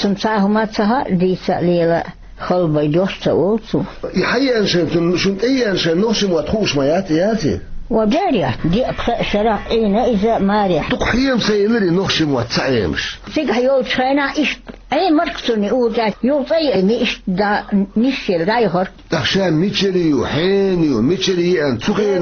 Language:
Chechen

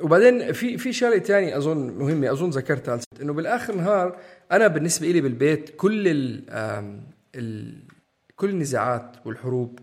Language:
North Levantine Arabic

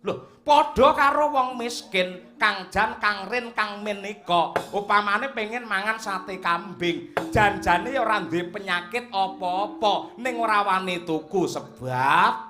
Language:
Javanese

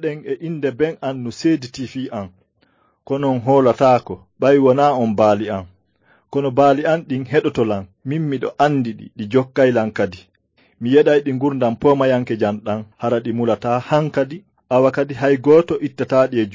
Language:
Fula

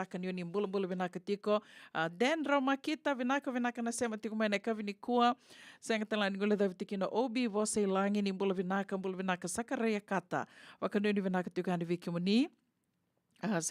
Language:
Fijian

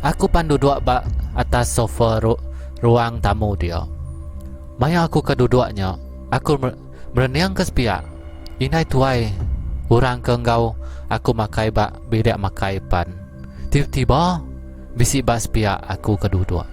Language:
Iban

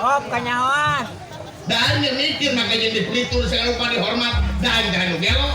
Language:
Sundanese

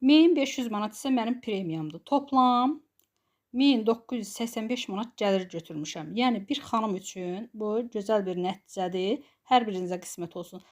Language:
Azerbaijani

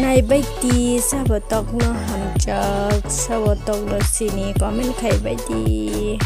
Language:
Kok Borok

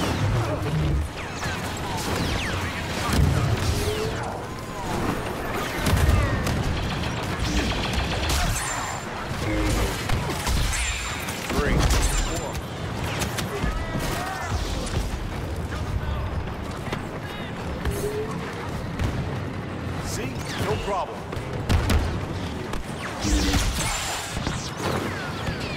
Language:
English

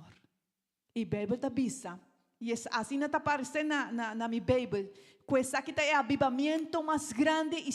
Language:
Papiamento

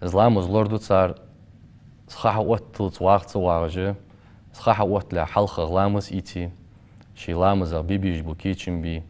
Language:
Ingush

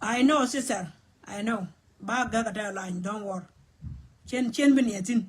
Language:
Nuer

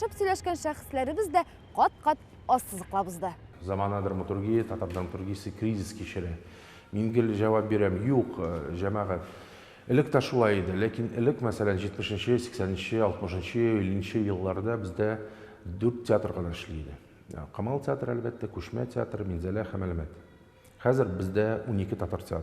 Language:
Tatar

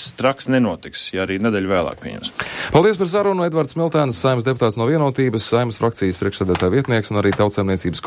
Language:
Latvian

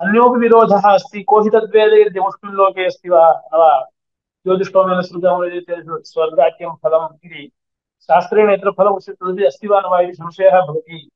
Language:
Sanskrit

